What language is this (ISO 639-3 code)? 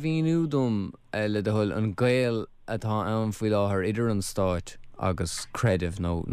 gle